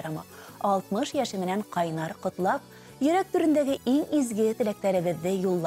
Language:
Bashkir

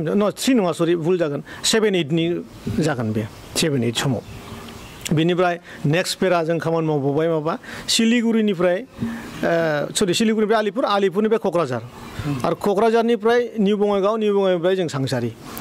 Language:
Bodo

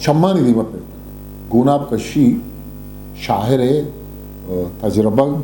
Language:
Eastern Balochi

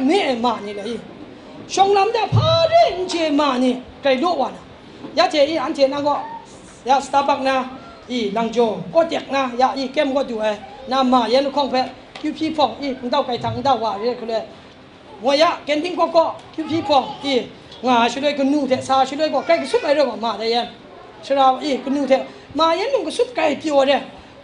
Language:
Kachin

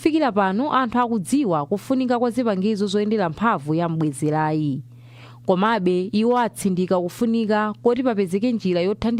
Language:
Nyanja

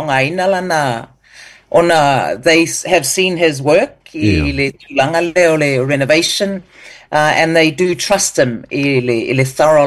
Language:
Samoan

